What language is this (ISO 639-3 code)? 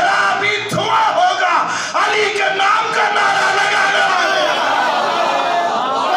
hin